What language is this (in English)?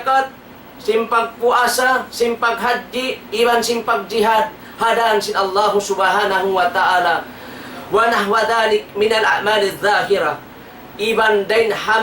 Tausug